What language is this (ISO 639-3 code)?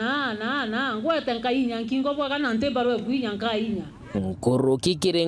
mer